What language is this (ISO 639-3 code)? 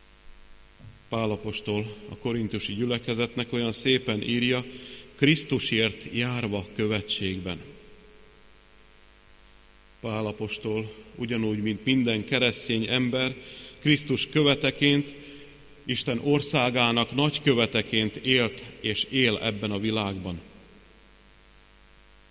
hun